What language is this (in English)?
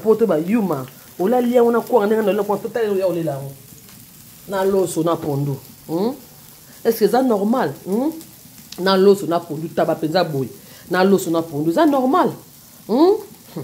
Lingala